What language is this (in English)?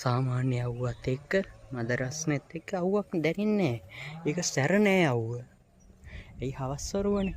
Sinhala